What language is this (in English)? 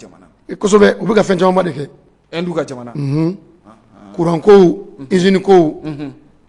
Bambara